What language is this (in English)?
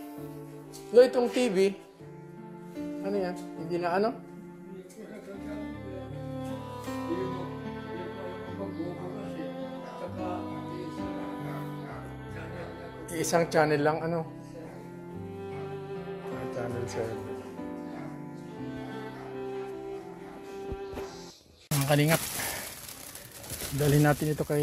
Filipino